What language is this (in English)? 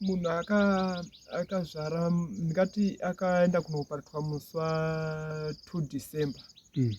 Shona